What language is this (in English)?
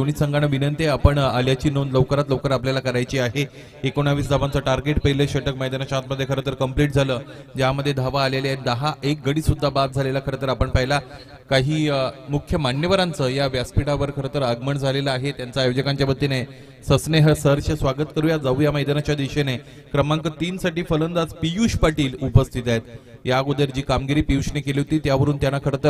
Marathi